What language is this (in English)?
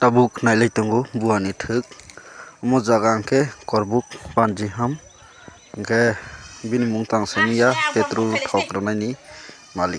Kok Borok